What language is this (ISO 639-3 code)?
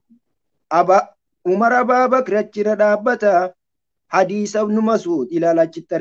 orm